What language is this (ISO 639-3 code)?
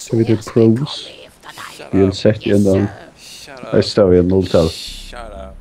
fao